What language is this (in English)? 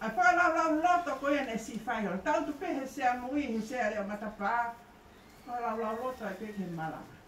Tongan